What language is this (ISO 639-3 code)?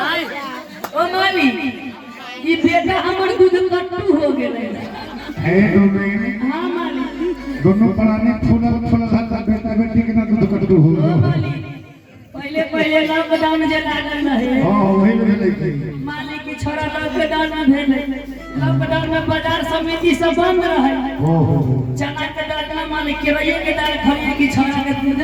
mai